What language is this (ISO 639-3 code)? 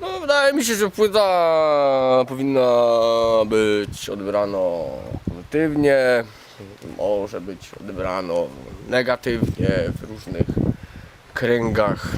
szl